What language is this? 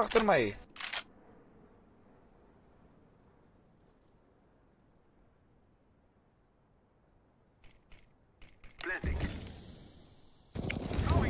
Afrikaans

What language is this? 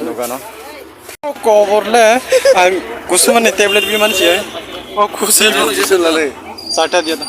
Kok Borok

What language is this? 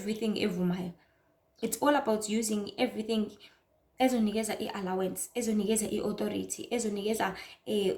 Zulu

